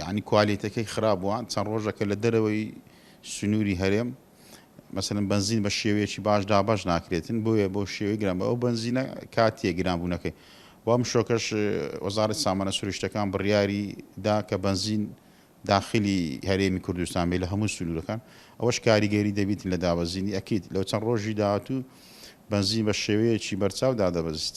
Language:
Central Kurdish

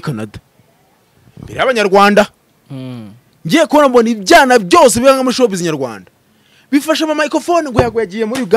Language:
Kinyarwanda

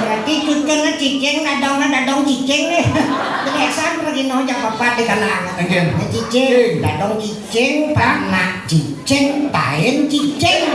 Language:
Balinese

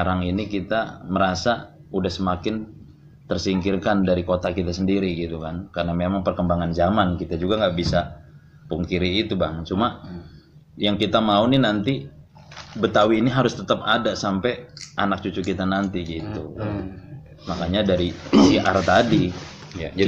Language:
Betawi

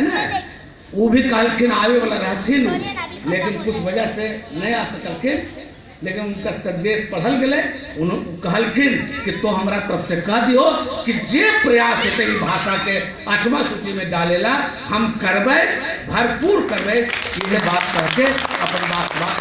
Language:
Magahi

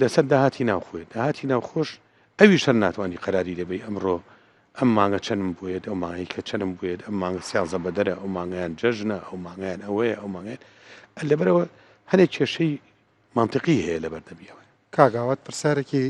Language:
Central Kurdish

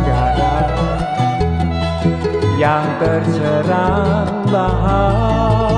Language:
Indonesian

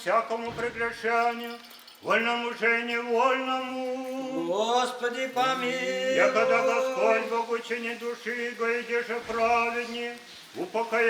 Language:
Chuvash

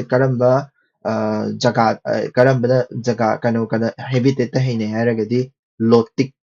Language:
Manipuri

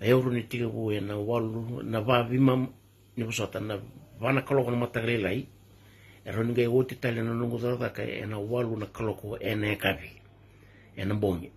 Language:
Fijian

